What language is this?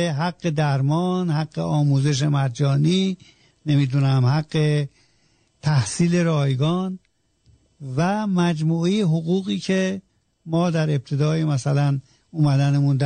Persian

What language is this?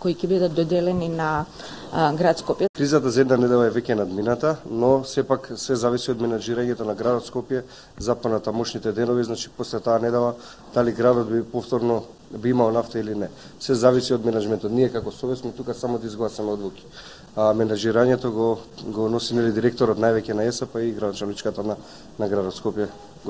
Macedonian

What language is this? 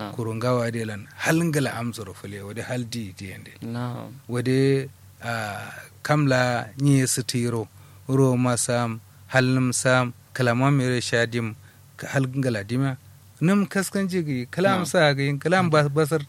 Kanuri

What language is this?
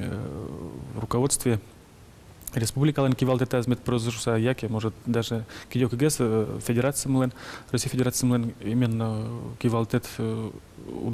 Udmurt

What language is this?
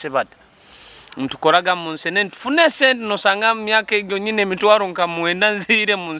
Nyoro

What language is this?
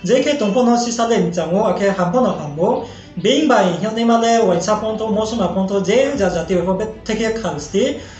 Riang (India)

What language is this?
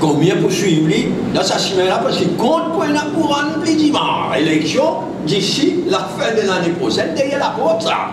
Morisyen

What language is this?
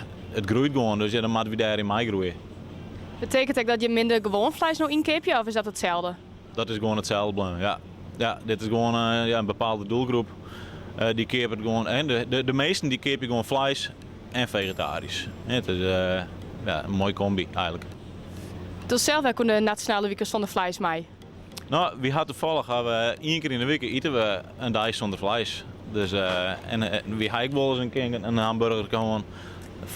Western Frisian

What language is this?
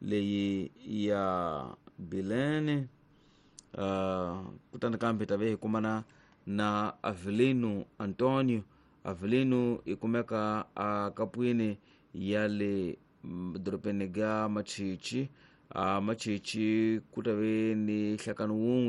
Tsonga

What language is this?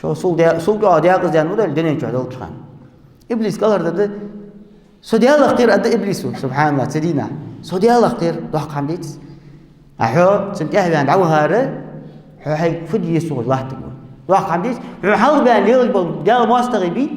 Ingush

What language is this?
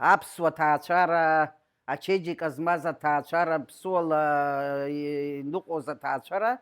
Abkhazian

